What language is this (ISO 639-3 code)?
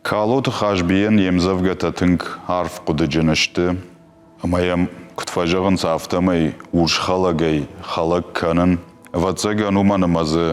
oss